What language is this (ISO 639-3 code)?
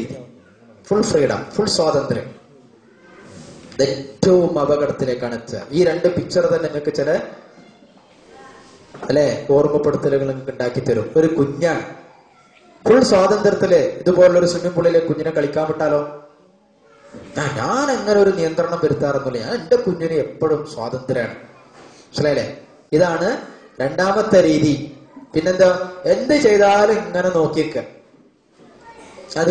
mal